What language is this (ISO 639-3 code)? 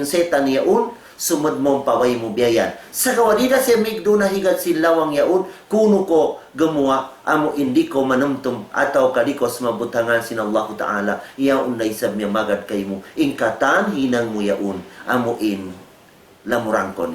tsg